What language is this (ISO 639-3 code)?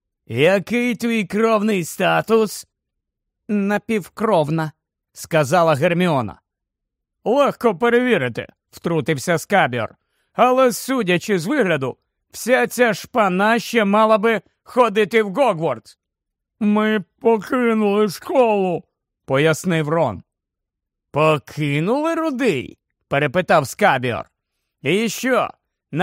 ukr